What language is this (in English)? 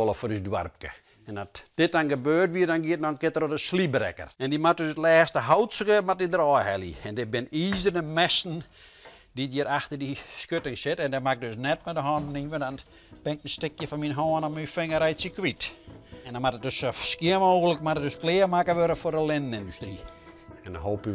Western Frisian